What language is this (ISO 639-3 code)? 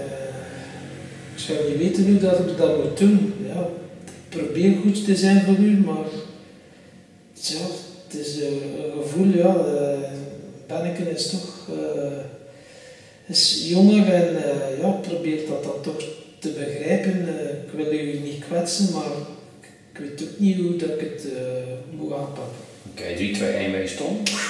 nld